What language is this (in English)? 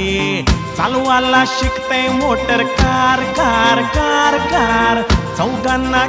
Marathi